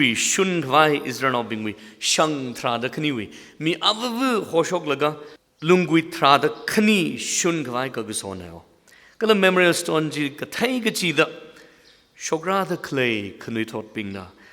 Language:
Tangkhul Naga (India)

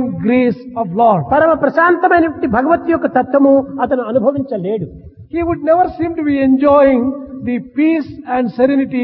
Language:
Telugu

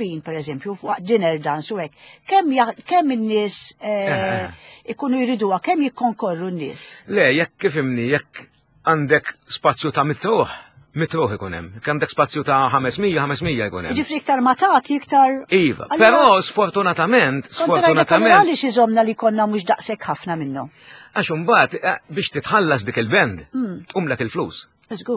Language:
Maltese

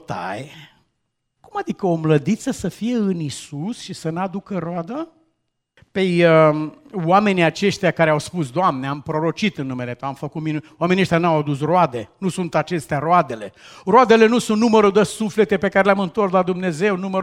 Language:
Romanian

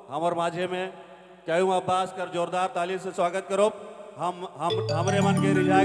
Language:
Sadri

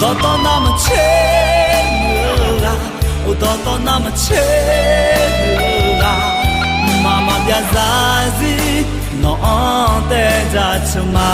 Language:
Akha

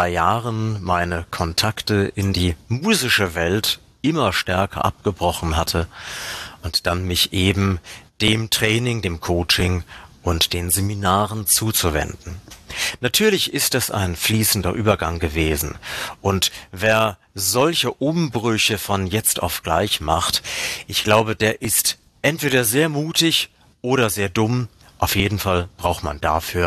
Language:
German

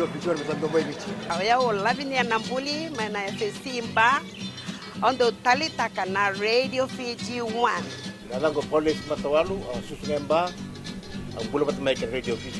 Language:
Fijian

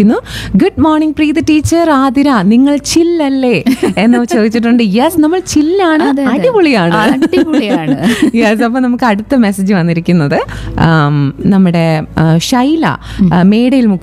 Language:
Malayalam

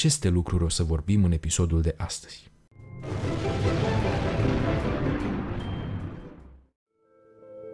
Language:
Romanian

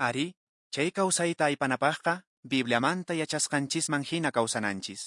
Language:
Quechua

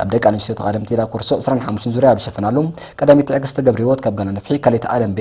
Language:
Tigrinya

